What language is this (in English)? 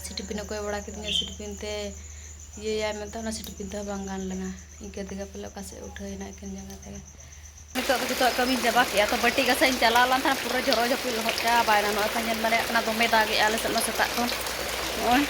Santali